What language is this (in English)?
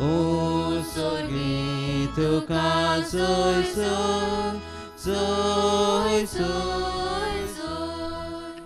Konkani